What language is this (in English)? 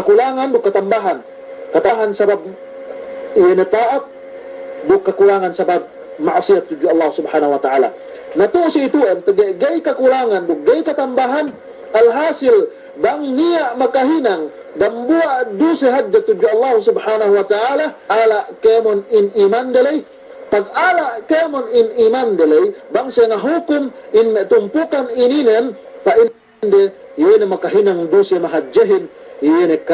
Yakan